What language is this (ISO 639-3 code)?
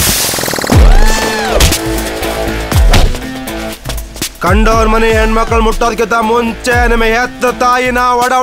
kan